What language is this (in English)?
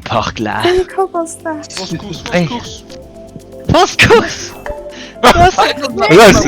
Luxembourgish